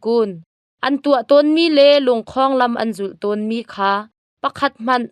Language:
Hakha Chin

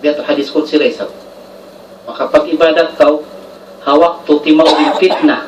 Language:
Tausug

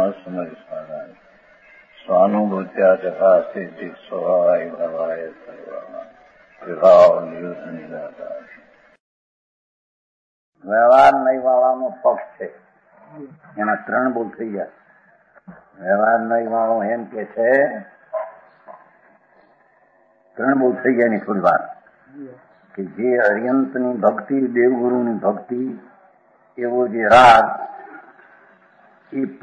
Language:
Gujarati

